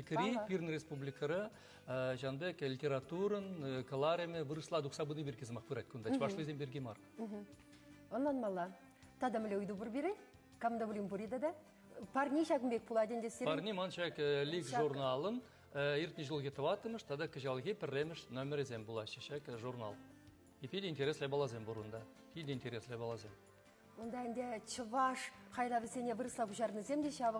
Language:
Chuvash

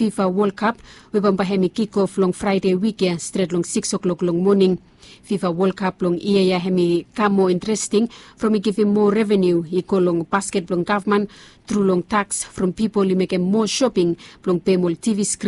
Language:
Bislama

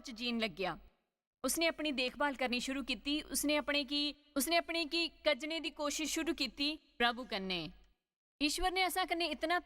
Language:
Dogri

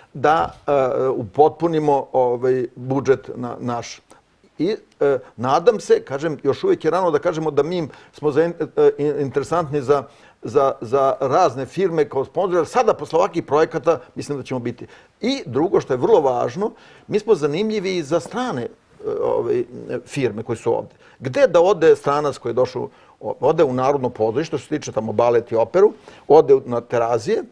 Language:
Serbian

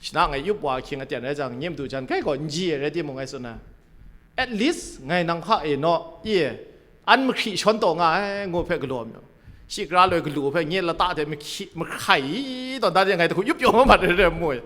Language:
Kachin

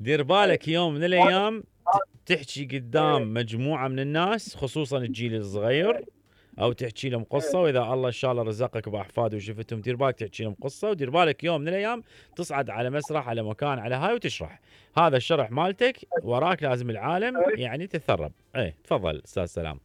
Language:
Mesopotamian Arabic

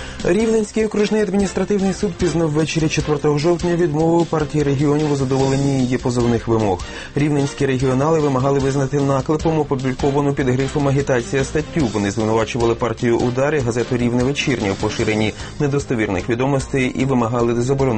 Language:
Ukrainian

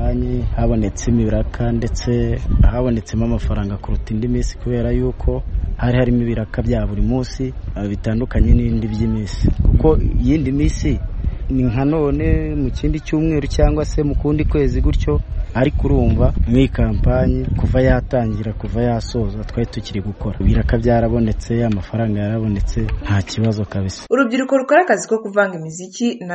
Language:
Kinyarwanda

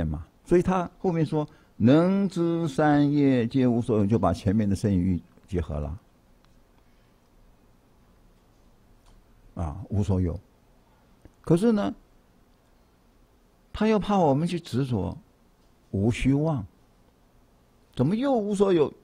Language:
Chinese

